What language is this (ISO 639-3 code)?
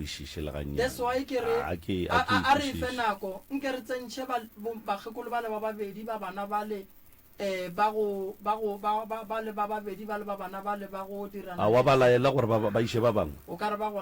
nso